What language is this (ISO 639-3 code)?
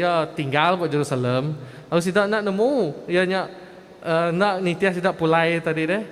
iba